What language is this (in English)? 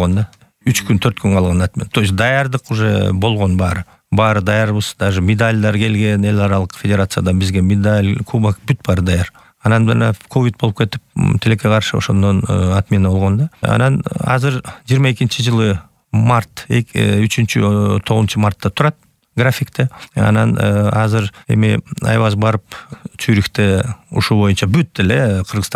Kyrgyz